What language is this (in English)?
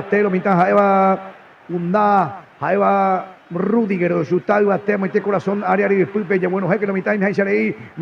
Guarani